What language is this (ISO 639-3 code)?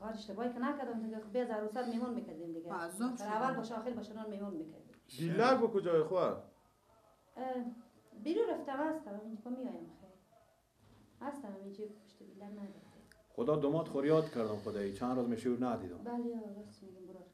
fas